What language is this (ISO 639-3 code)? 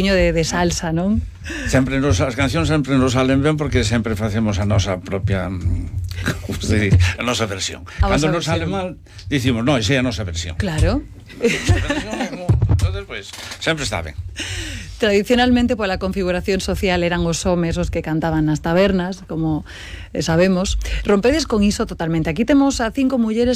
glg